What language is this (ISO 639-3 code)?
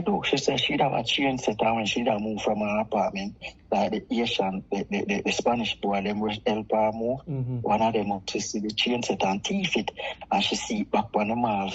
jam